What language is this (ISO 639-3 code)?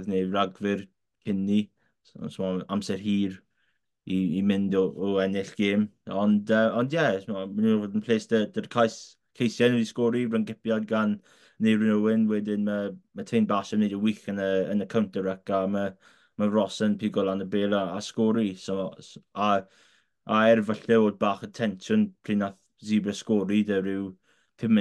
cym